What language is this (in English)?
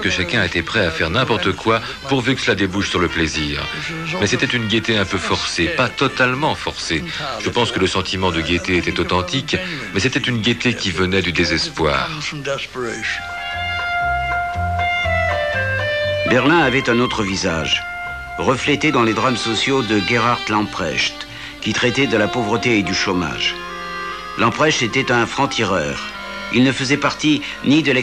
French